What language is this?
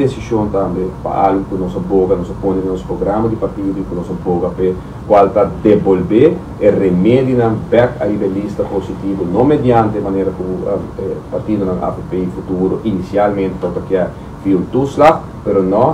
Papiamento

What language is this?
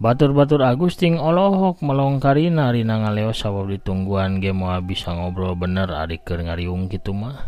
Sundanese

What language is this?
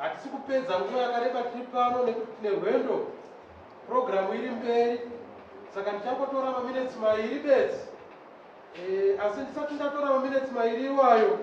Shona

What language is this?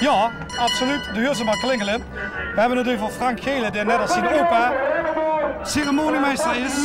Limburgish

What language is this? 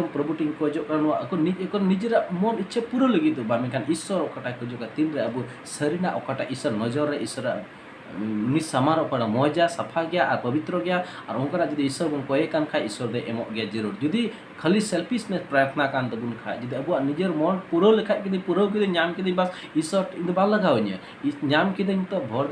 Santali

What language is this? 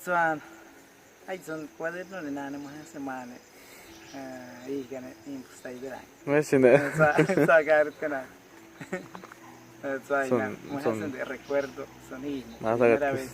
Awa-Cuaiquer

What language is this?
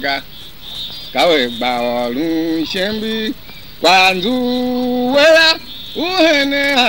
Tiv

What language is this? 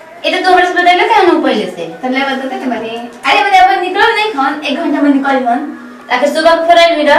Bhojpuri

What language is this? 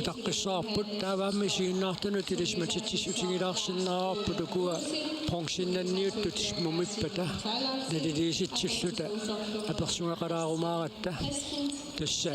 Kalaallisut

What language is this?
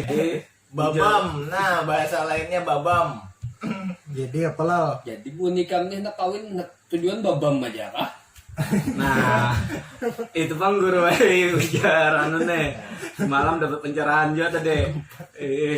Banjar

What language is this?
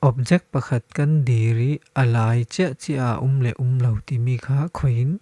Falam Chin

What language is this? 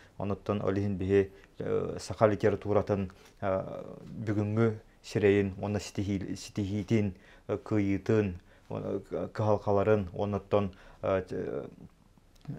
Yakut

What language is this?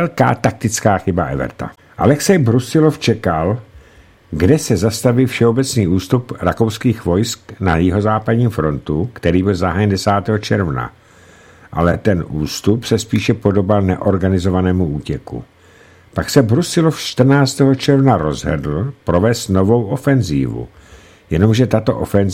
Czech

